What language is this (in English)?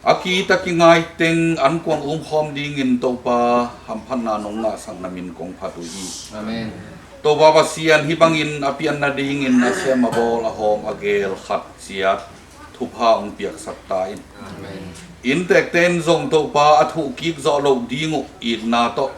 Tedim Chin